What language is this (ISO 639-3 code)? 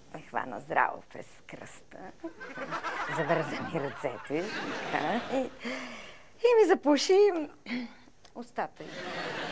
bul